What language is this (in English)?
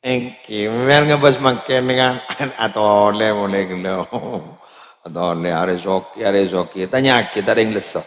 Madurese